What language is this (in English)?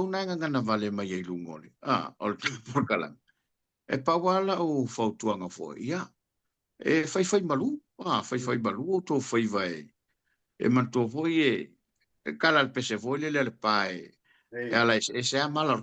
Samoan